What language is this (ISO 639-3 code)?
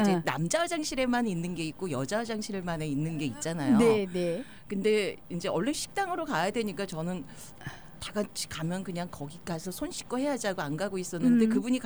kor